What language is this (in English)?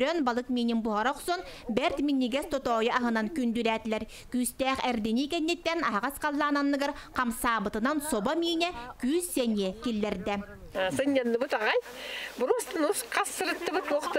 Yakut